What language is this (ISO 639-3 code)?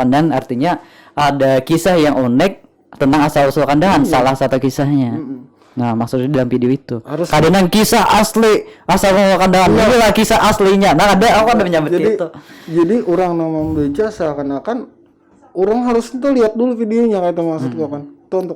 bjn